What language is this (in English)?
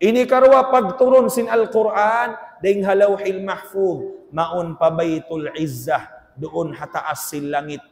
Tausug